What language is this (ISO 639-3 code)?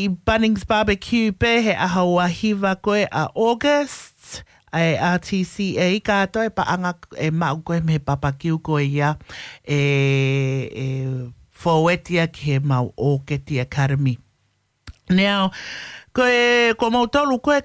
ton